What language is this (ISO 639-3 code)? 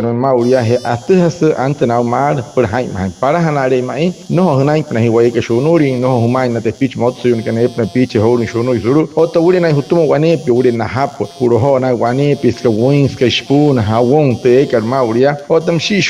guc